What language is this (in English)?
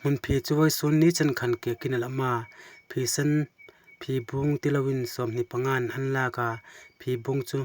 Hmar